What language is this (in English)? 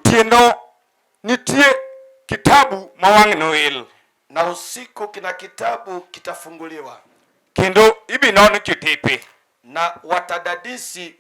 Luo (Kenya and Tanzania)